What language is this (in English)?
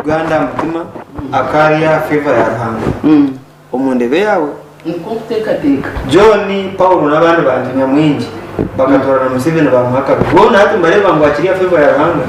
Nyankole